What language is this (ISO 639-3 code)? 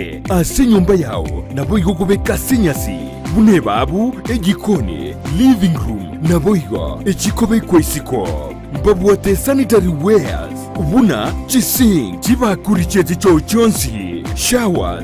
guz